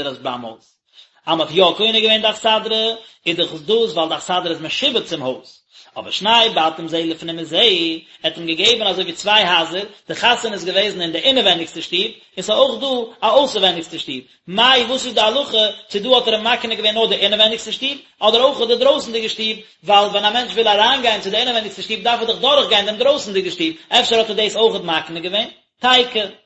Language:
Yiddish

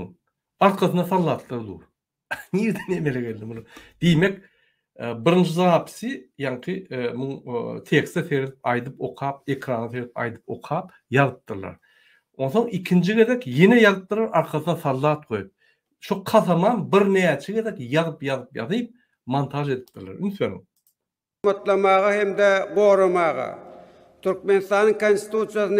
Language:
Turkmen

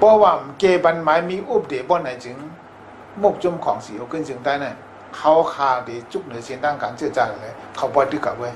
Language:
Shan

